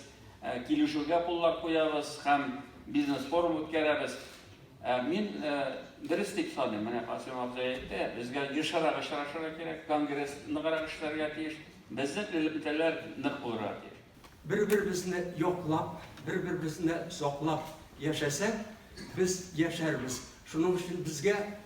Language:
Tatar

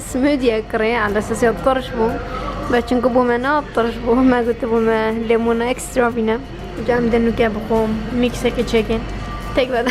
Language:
Kurdish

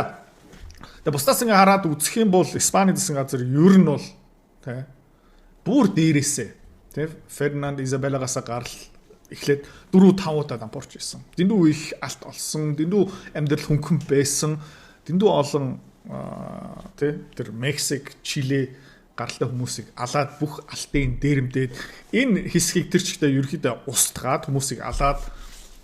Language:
Mongolian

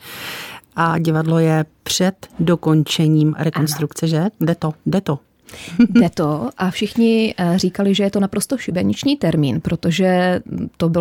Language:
Czech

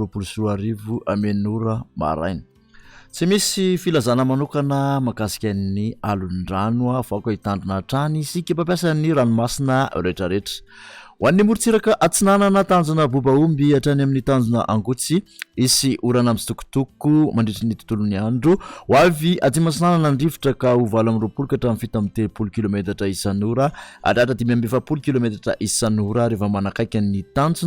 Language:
Malagasy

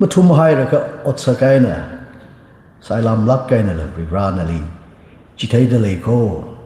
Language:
Tangkhul Naga (India)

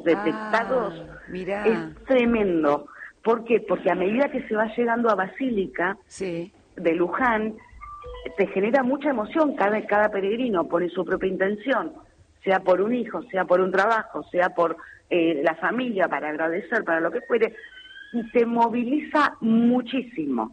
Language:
Spanish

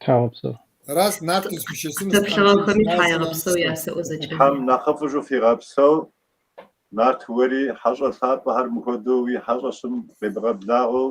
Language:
Kabardian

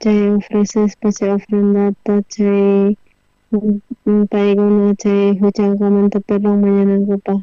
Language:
South Bolivian Quechua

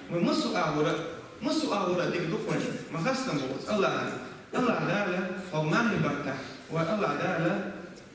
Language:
Chechen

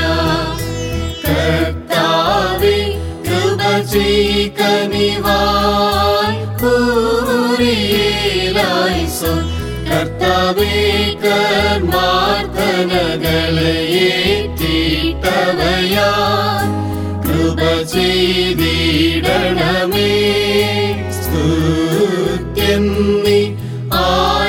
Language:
Malayalam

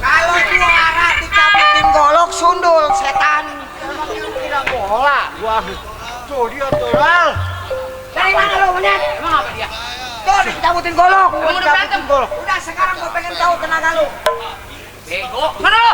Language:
Betawi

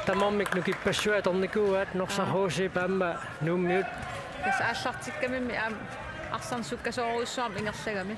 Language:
Kalaallisut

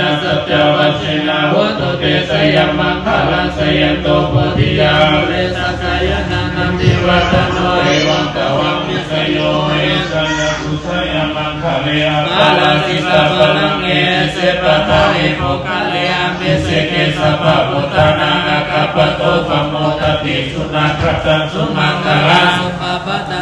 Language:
Pali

